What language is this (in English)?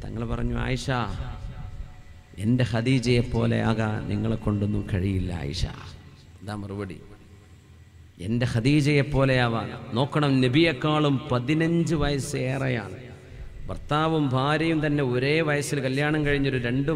Malayalam